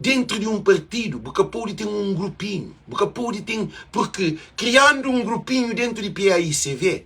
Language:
Kabuverdianu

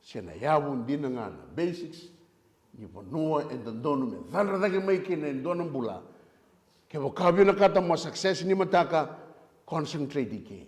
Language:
Fijian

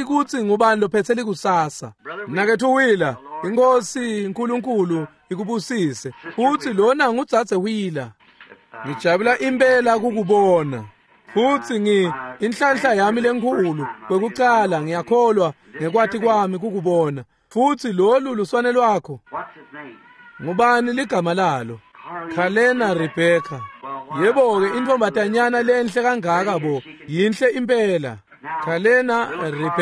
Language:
Swati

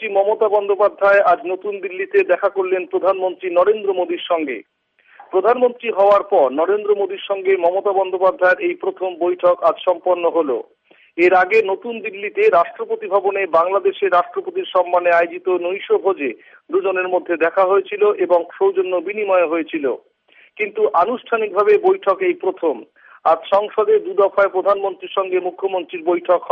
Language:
Bangla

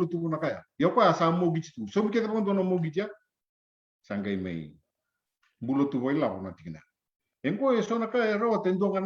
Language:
Fijian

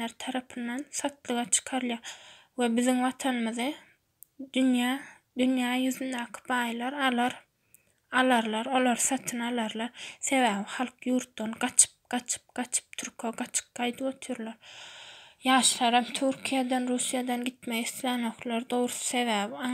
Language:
Turkmen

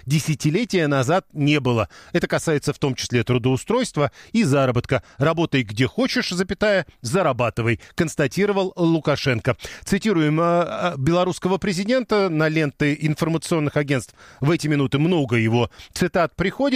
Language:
Russian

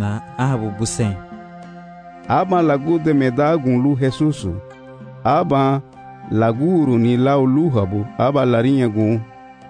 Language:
Garifuna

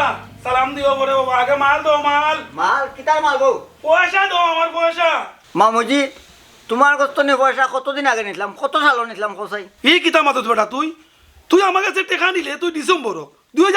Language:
Sylheti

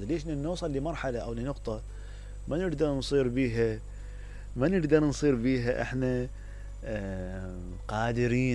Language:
Mesopotamian Arabic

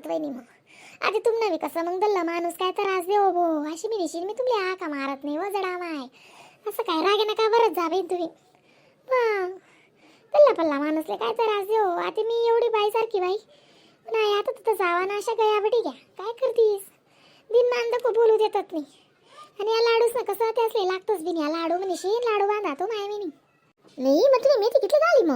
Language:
Khandesi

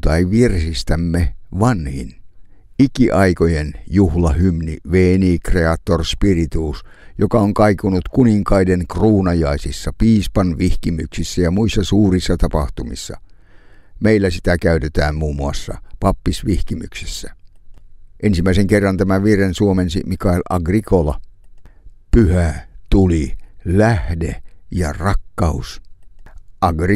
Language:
Finnish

